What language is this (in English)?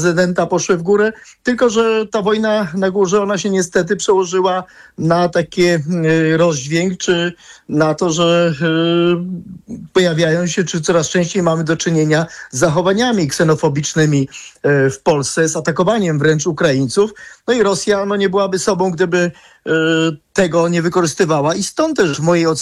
Polish